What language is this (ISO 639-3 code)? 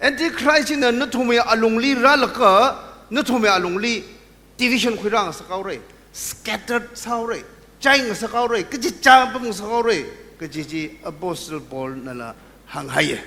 nmf